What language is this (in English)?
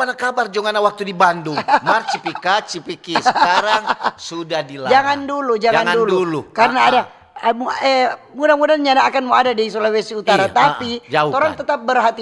Manado Malay